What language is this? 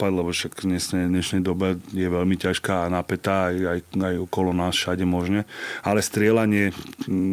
Slovak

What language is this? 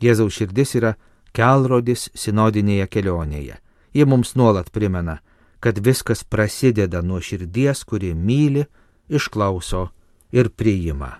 Lithuanian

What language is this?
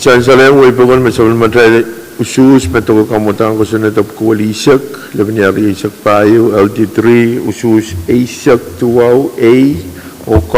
Pohnpeian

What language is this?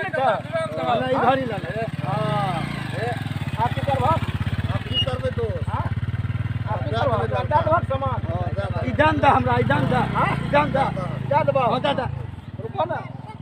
Maithili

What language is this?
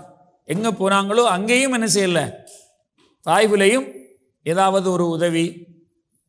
Tamil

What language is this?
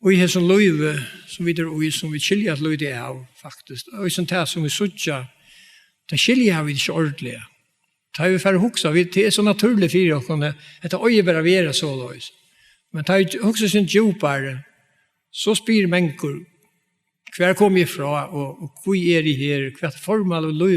Faroese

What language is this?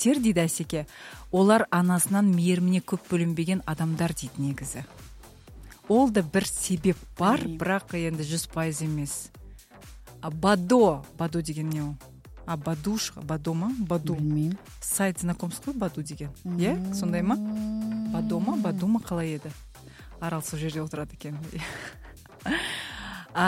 Kazakh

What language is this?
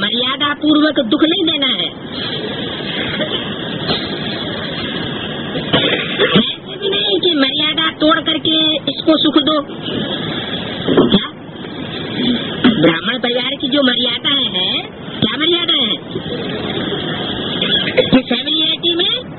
Hindi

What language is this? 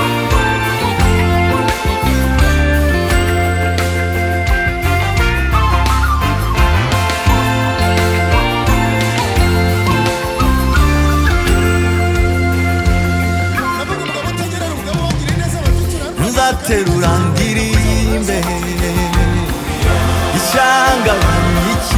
Kinyarwanda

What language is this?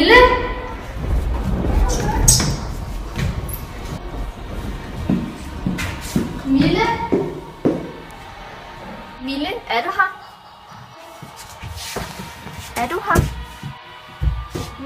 Danish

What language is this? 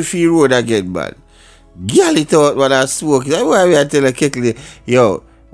Jamaican Creole English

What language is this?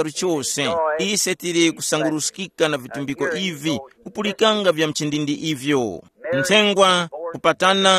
Tumbuka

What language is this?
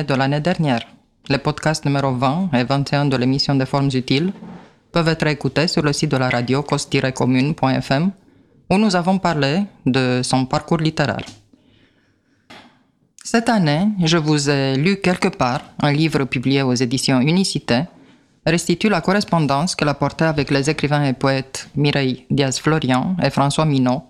French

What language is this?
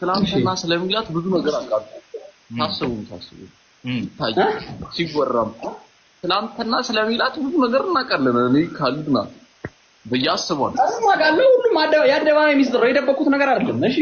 Amharic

